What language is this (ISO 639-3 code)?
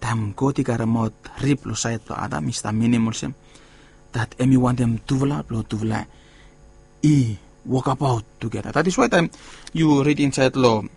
bis